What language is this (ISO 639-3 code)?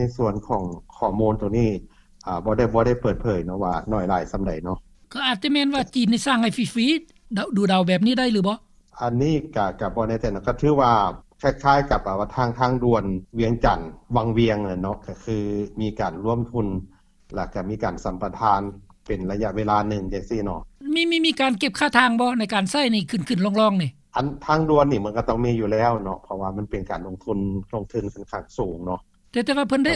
lao